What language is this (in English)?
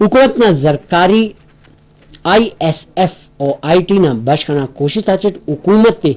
Brahui